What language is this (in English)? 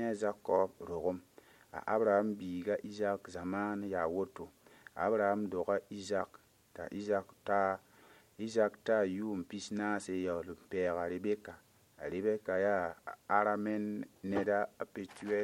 Mossi